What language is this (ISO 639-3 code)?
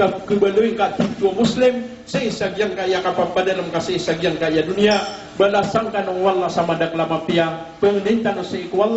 mrw